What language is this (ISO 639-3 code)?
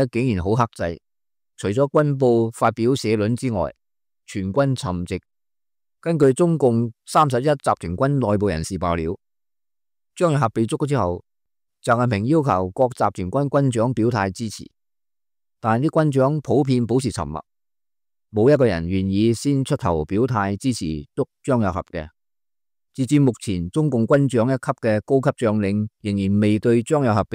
yue